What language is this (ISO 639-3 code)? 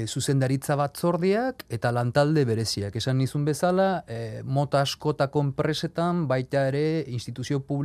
eus